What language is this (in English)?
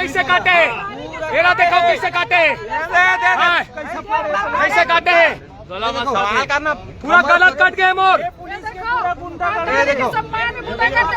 Chhattisgarhi